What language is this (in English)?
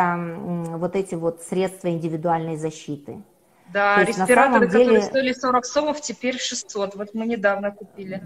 Russian